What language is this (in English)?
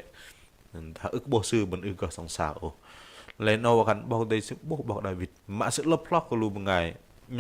Bahnar